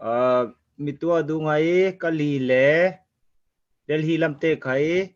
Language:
Falam Chin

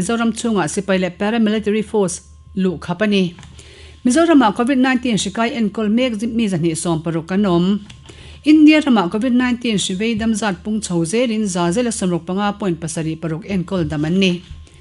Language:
Mizo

